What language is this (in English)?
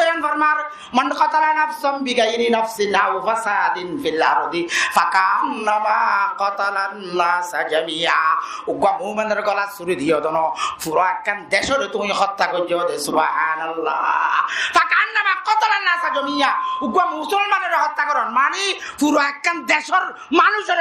Rohingya